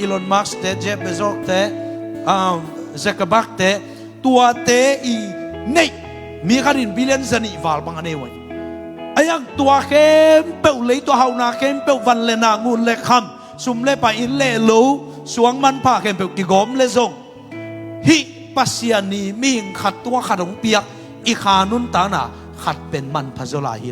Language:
Tedim Chin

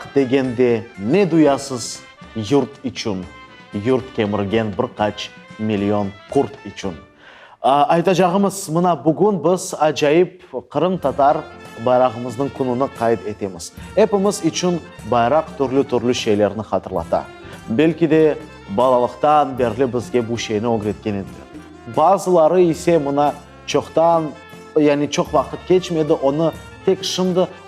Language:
Crimean Tatar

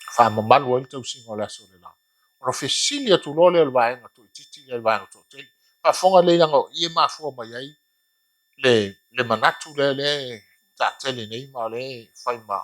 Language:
Samoan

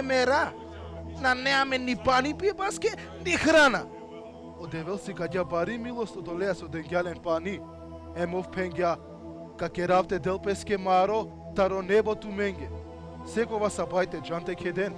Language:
Balkan Romani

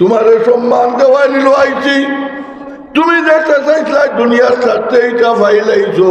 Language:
Sylheti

